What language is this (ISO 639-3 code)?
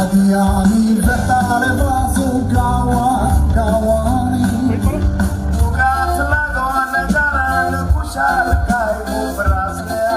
kok